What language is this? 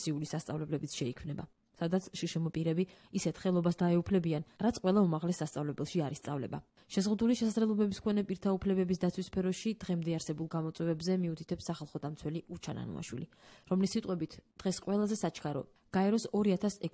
Georgian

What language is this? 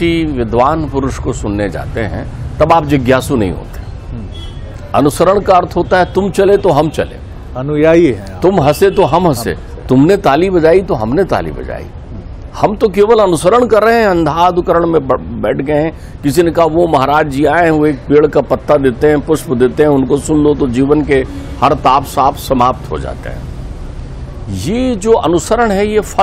Hindi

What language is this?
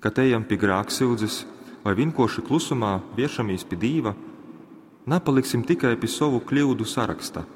Latgalian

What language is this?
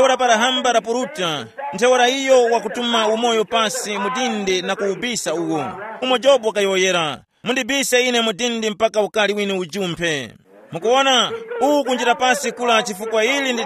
Tumbuka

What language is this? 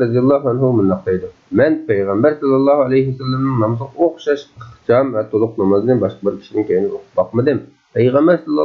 Uyghur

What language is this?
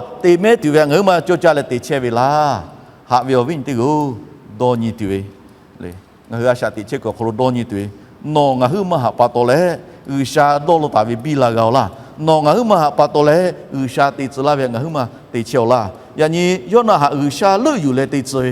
Lahu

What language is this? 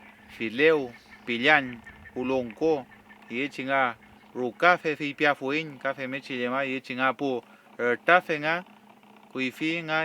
Mapuche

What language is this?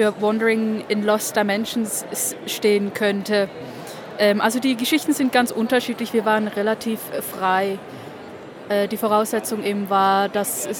German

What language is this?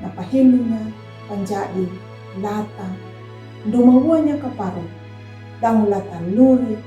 Kambera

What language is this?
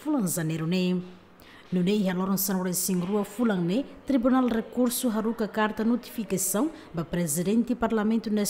Tetum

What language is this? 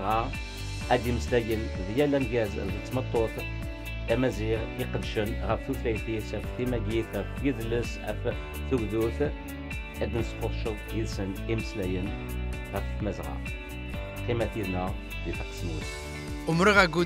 Kabyle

